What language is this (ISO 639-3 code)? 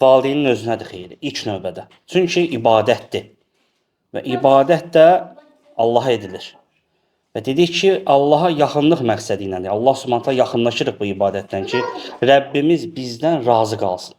aze